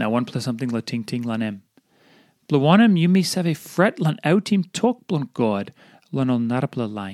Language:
Tok Pisin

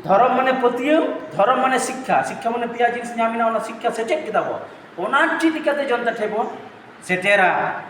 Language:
Santali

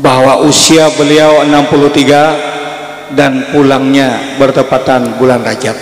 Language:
Banjar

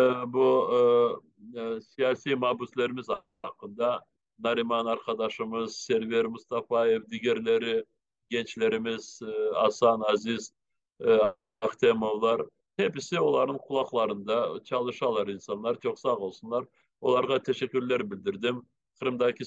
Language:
Crimean Tatar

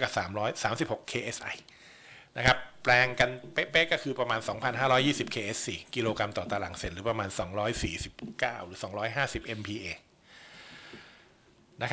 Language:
Thai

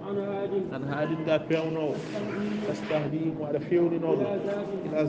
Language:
Fula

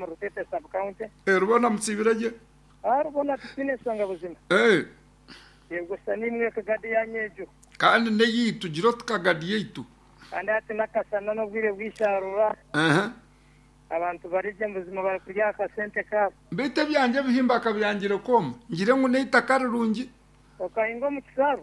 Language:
Nyankole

